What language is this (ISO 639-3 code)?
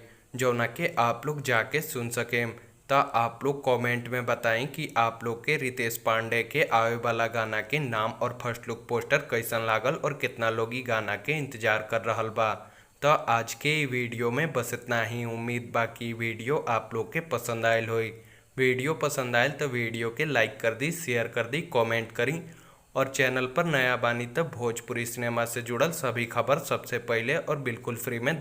bho